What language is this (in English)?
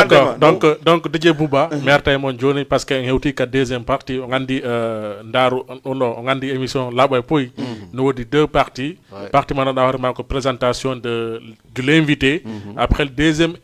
Fula